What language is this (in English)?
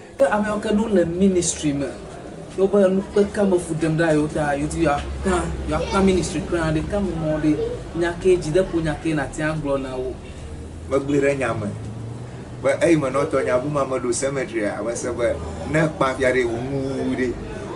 Ewe